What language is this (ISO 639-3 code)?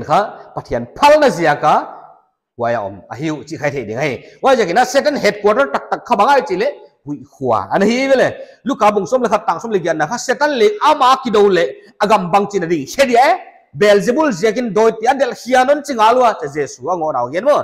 pck